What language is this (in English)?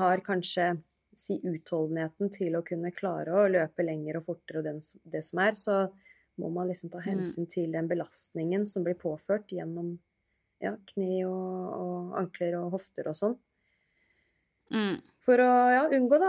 Norwegian